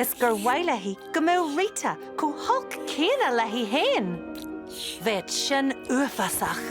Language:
Irish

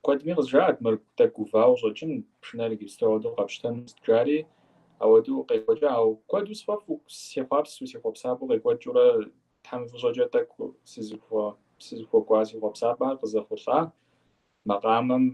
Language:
Kabardian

